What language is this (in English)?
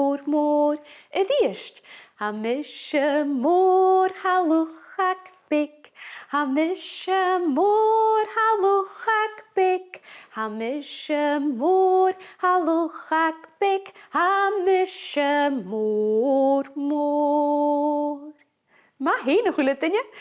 Scottish Gaelic